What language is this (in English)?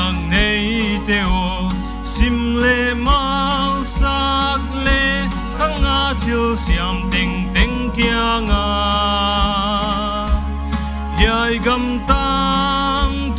Paite Chin